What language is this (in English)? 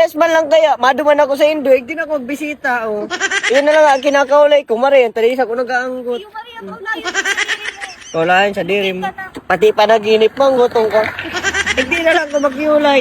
Bikol